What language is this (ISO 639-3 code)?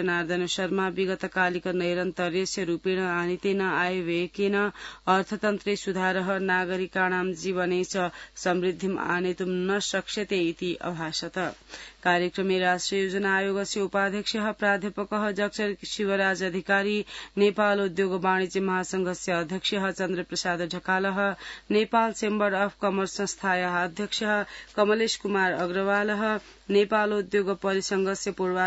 san